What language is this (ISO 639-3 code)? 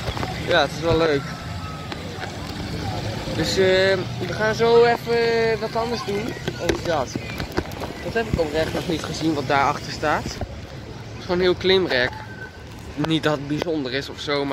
nld